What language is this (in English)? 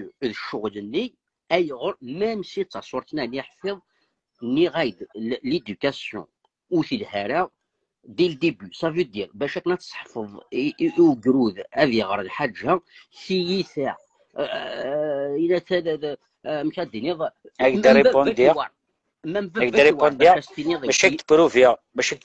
Kabyle